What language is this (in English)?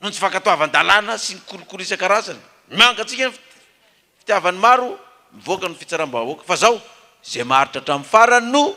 Malagasy